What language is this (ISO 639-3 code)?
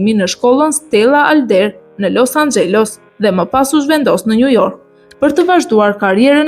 sqi